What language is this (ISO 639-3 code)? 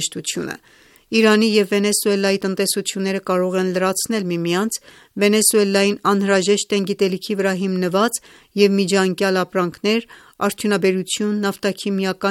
hye